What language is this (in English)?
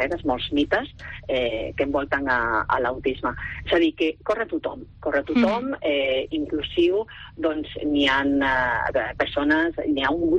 Catalan